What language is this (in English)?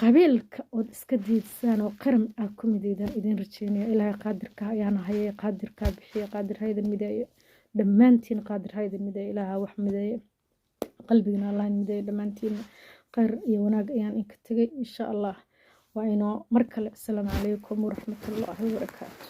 Somali